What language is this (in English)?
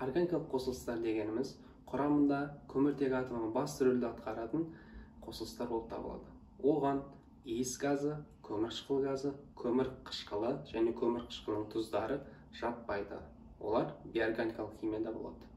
Kazakh